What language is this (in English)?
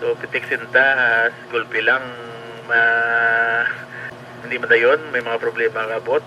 Hiligaynon